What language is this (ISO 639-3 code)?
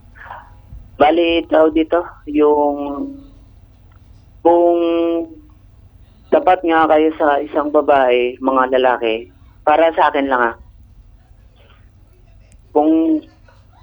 fil